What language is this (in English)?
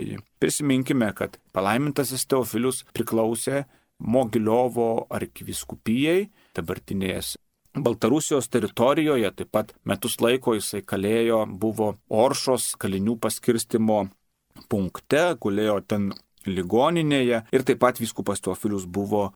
Lithuanian